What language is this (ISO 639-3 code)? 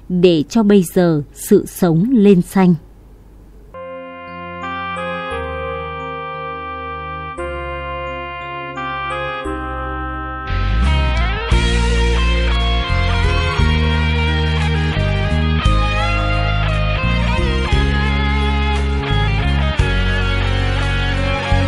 vie